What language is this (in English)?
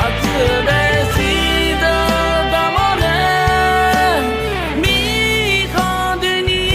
Akha